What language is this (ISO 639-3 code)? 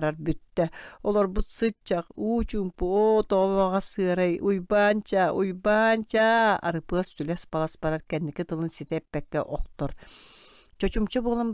sah